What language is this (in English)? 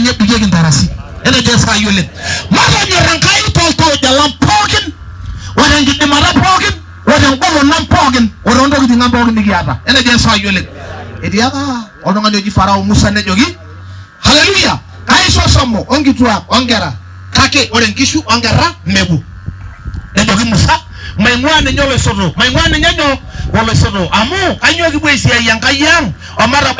Masai